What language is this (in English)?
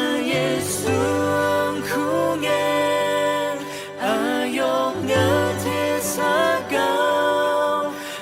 Akha